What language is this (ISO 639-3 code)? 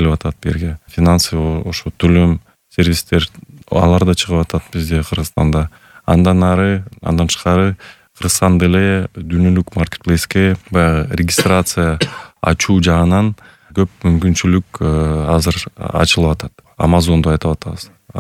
kir